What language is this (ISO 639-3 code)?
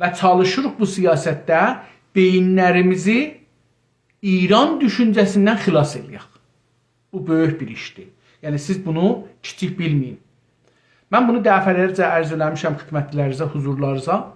azb